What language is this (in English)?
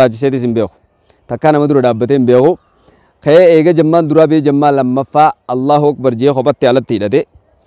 Oromo